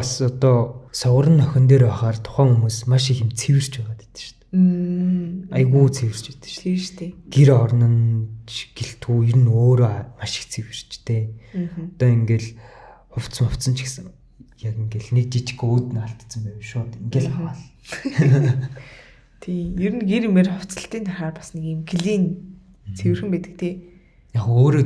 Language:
Mongolian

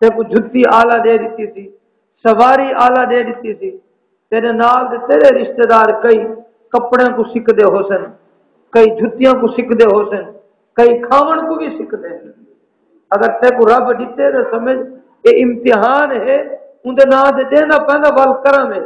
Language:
Saraiki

